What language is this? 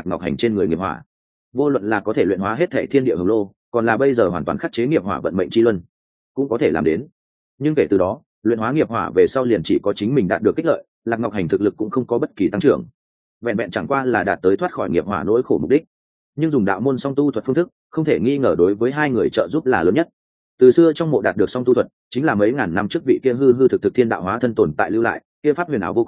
Vietnamese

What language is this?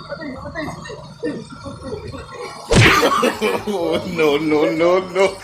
Cebuano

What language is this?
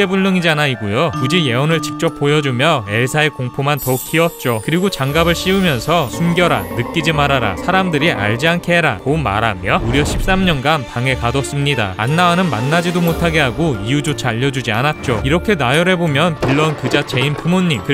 Korean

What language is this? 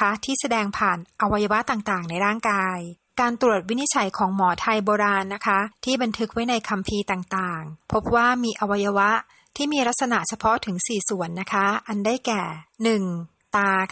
Thai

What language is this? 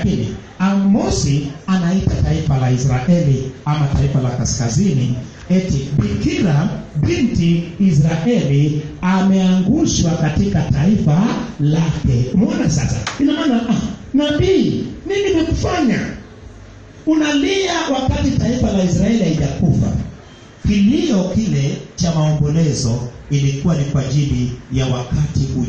Swahili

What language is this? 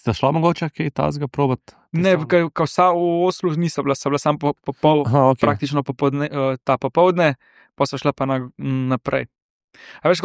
Slovenian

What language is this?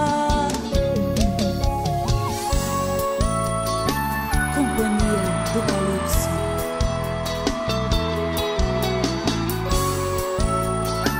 Portuguese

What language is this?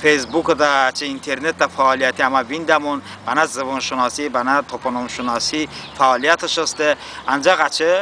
Talysh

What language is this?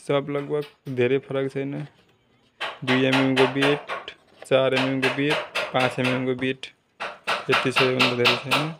Nepali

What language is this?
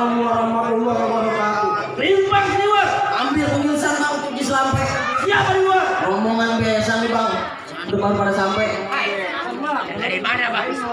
Betawi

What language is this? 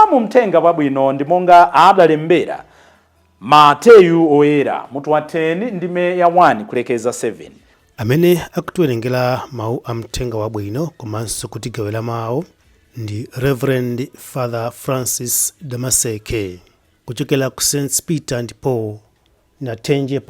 Nyanja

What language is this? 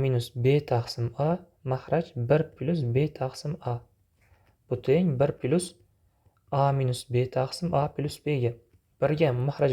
Uzbek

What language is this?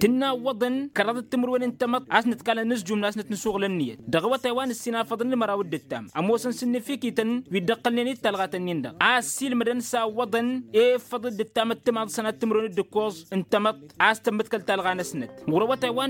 Tamasheq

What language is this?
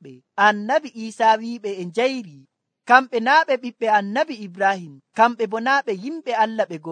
Nigerian Fulfulde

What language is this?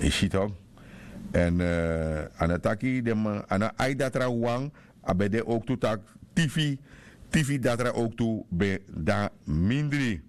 Sranan Tongo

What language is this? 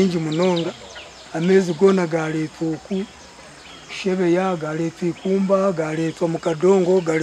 Nyankole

